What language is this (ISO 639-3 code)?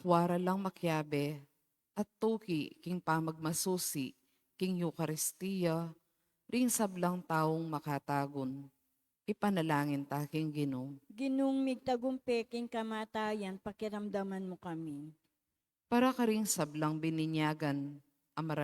pam